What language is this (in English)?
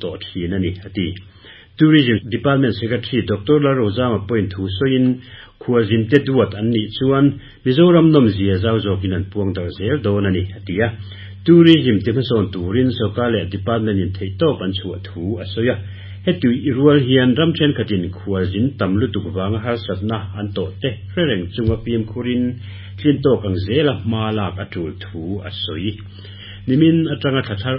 Mizo